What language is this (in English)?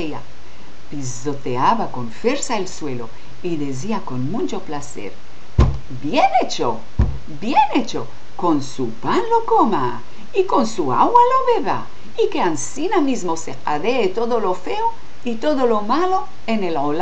Ladino